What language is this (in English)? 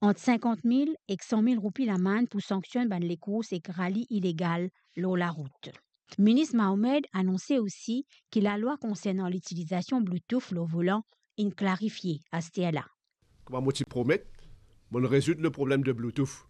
Morisyen